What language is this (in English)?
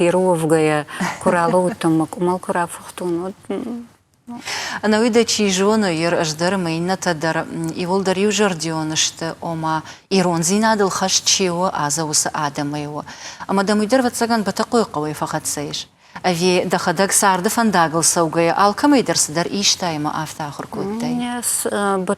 Ossetic